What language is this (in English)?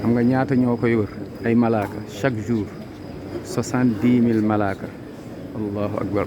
Wolof